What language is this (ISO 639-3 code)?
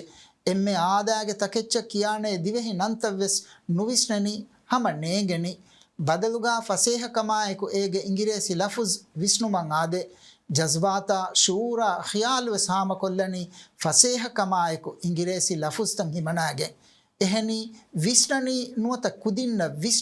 div